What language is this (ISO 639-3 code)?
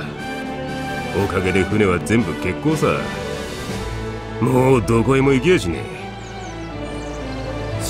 jpn